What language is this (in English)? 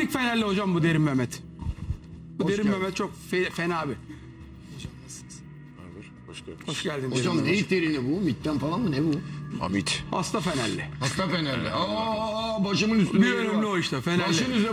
Turkish